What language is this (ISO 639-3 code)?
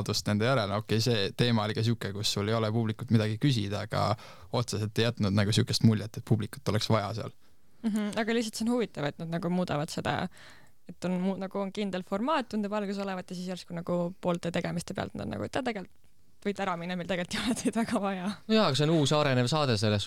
est